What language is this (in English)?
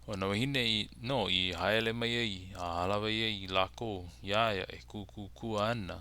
Hawaiian